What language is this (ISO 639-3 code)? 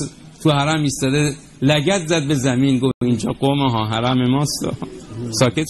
fas